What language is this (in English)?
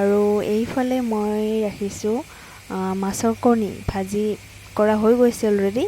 Assamese